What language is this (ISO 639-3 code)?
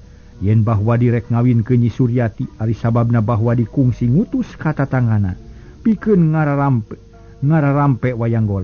sun